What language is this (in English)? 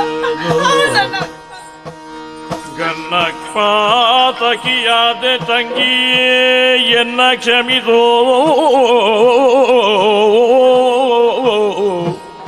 Kannada